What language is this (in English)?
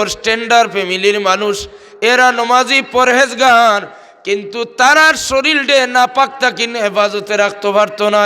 Sylheti